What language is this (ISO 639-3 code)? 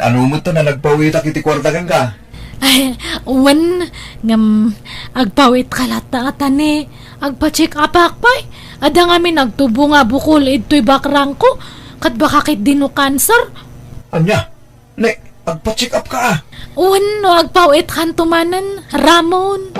ilo